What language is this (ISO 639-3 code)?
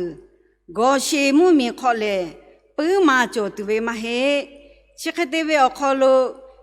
lhu